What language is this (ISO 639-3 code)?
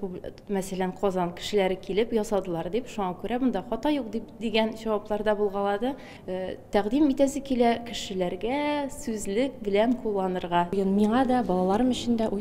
tat